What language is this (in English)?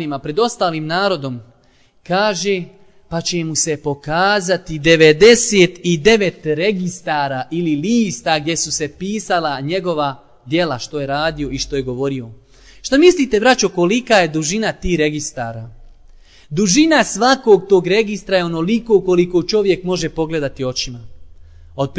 Bosnian